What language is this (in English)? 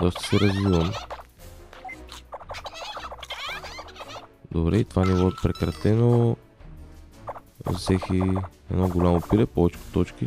Bulgarian